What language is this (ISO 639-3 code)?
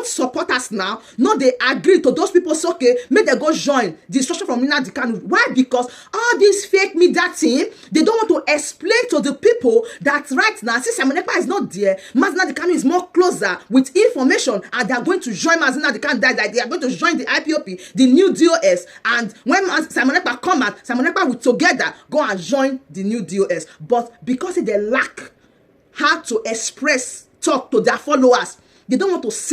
pcm